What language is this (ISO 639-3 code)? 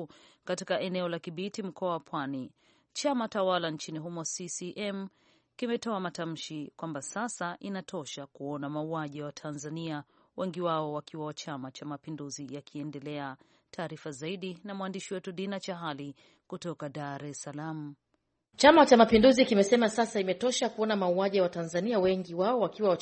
swa